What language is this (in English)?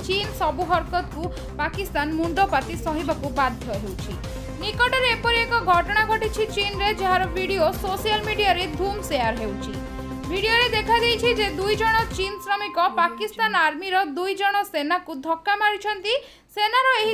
Odia